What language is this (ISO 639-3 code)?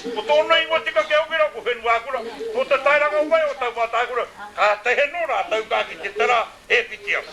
mri